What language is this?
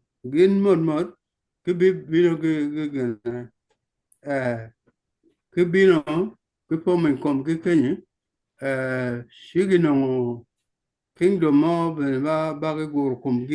Acoli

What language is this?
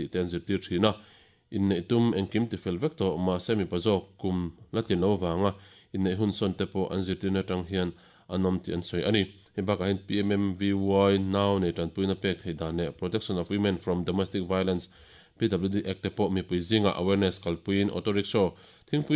Mizo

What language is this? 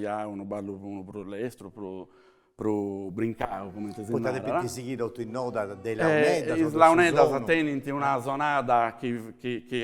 Sardinian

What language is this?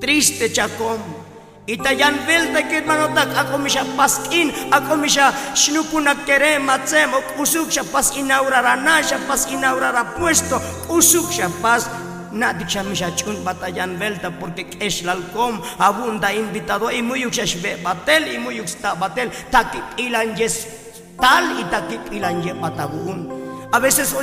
Tzotzil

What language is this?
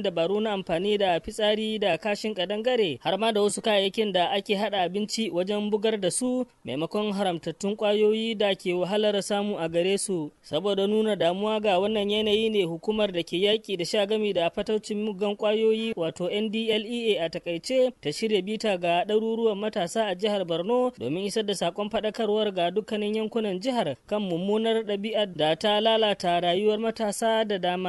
Hausa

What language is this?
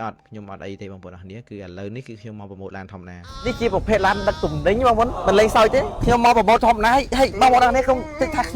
Khmer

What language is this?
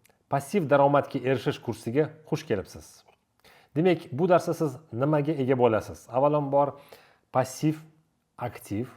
Uzbek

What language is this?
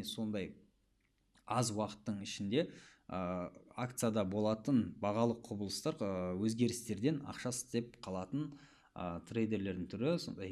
Kazakh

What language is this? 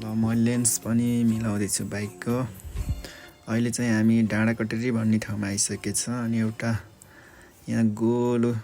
Nepali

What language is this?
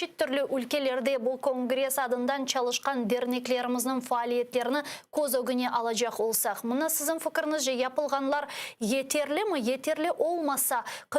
Crimean Tatar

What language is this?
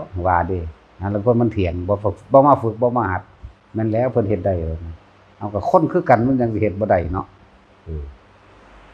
Northeastern Thai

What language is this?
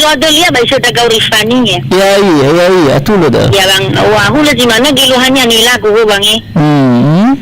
Nias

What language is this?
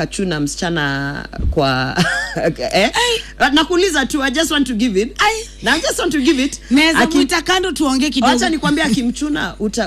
Swahili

